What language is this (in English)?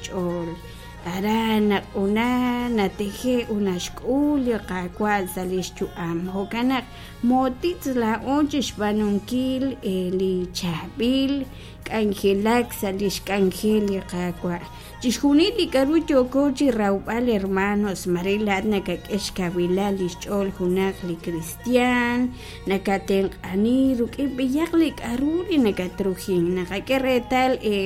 Kekchí